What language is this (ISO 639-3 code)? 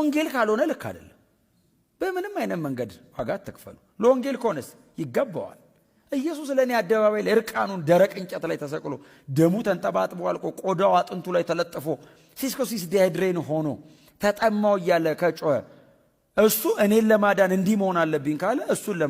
amh